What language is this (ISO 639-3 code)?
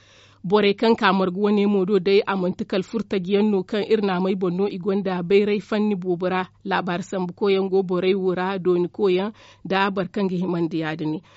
dje